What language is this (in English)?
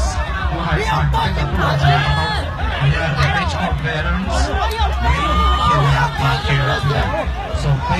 Hmong